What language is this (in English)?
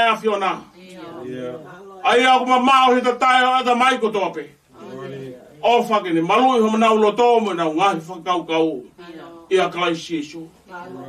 Tongan